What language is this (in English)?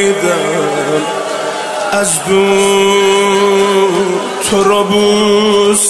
Persian